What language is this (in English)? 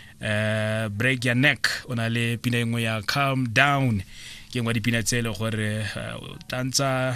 Tswana